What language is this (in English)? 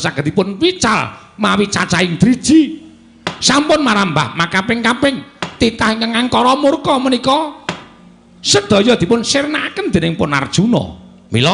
Javanese